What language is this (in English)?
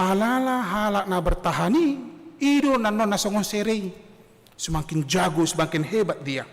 Batak Toba